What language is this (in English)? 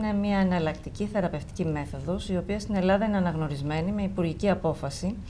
Greek